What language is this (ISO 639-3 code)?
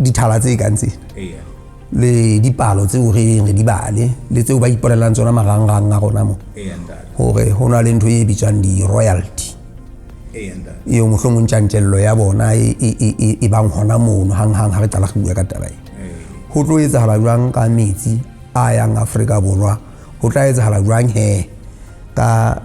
sot